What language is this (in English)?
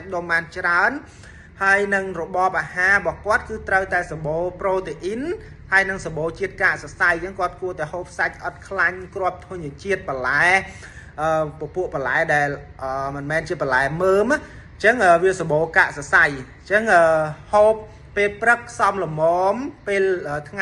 Khmer